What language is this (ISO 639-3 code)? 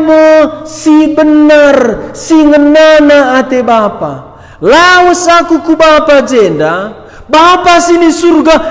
btx